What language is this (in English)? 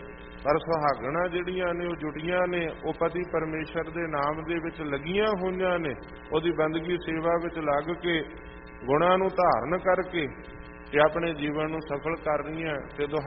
Punjabi